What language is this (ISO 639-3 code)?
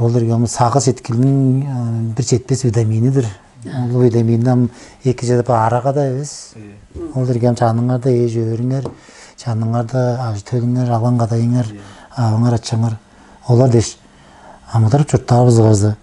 tyv